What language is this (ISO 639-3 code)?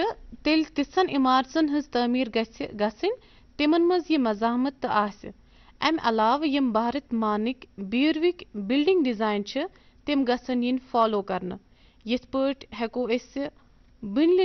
kas